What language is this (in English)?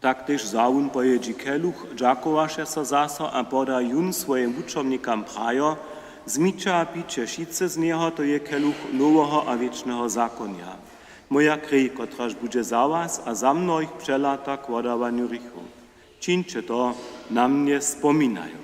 Upper Sorbian